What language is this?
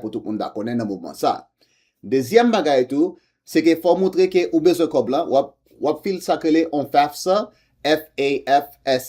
Haitian Creole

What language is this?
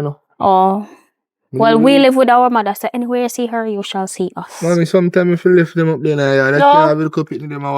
Jamaican Creole English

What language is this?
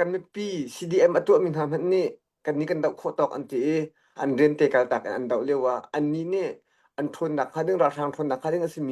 Hakha Chin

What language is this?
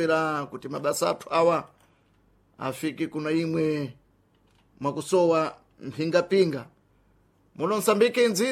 Sena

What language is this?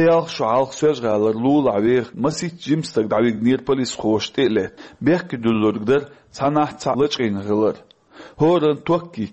Chechen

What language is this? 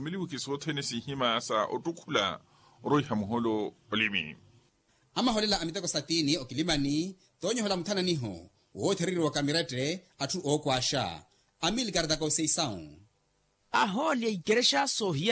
Makhuwa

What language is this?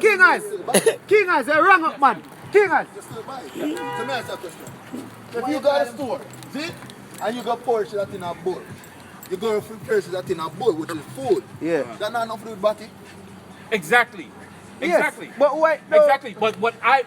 Jamaican Creole English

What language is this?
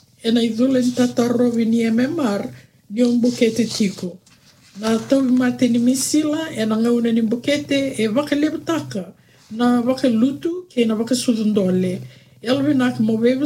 Fijian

